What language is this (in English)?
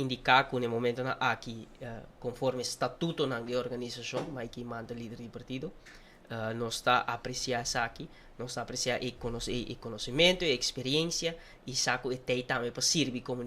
Papiamento